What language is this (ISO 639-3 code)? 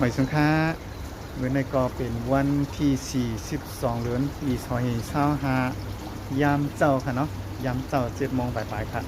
shn